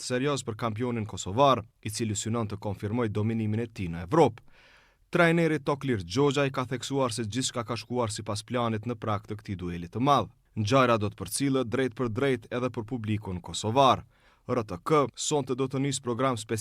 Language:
Albanian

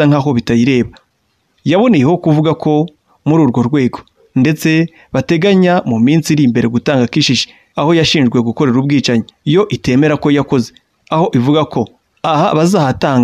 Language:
Kinyarwanda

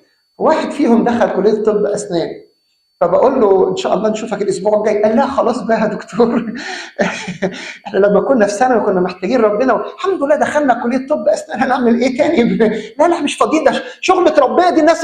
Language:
Egyptian Arabic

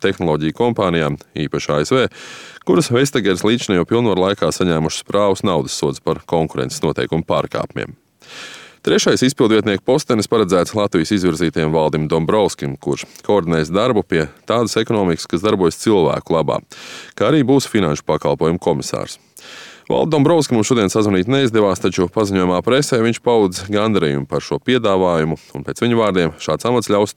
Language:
Latvian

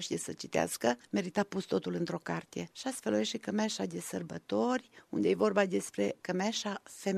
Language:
Romanian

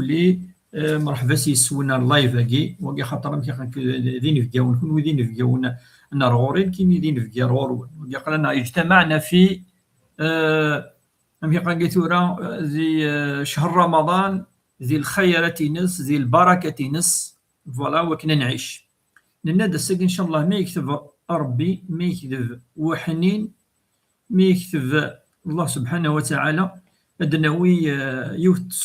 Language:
Kabyle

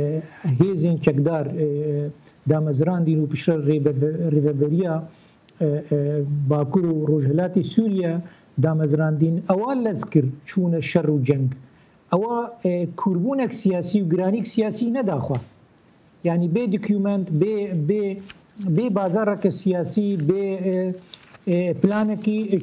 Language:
Kurdish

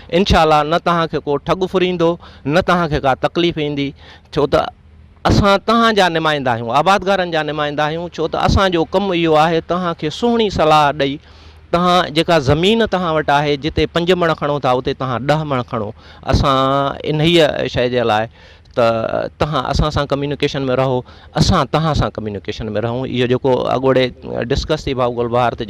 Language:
Sindhi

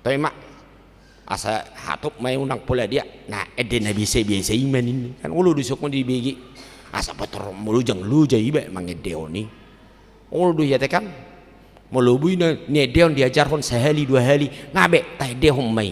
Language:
Batak Toba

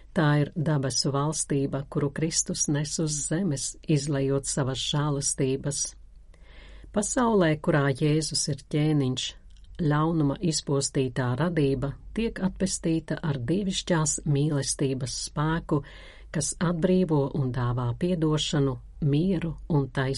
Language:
Latvian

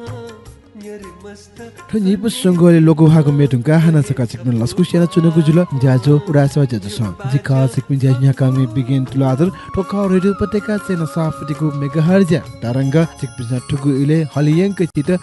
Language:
Newari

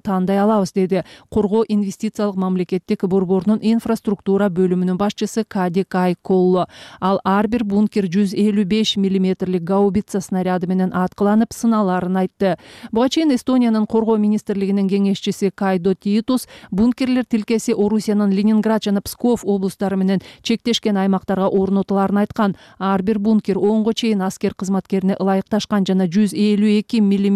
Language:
Kyrgyz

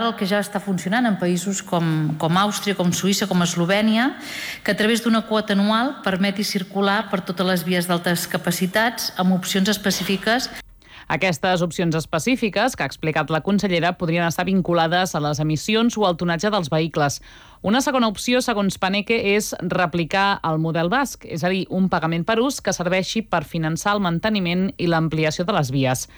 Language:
Catalan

